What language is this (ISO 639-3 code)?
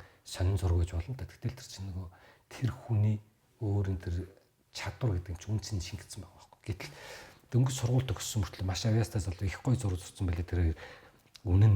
mon